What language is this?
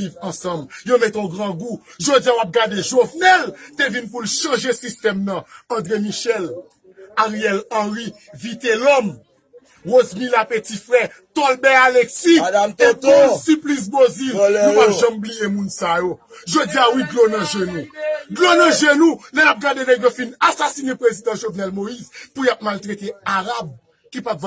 Haitian Creole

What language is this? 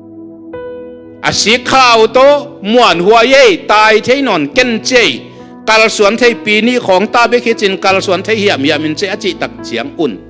Tedim Chin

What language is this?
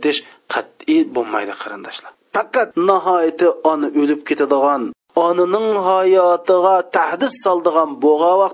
Uyghur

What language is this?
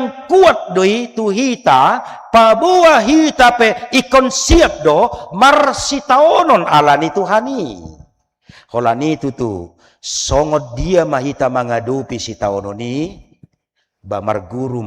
Batak Toba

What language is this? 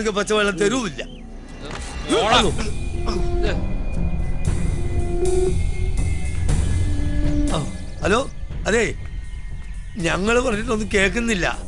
Malayalam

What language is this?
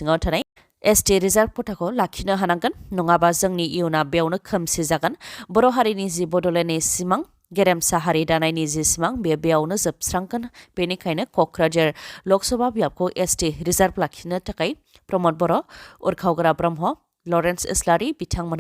Bodo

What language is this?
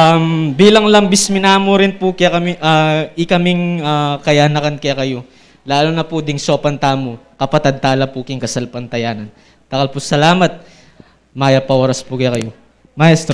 Pampanga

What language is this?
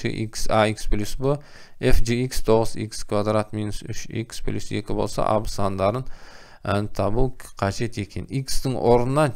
Kazakh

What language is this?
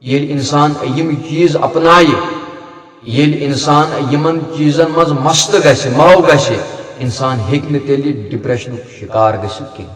Kashmiri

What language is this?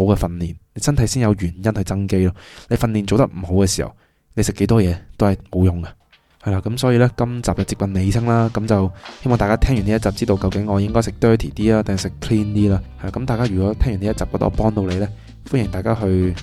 Cantonese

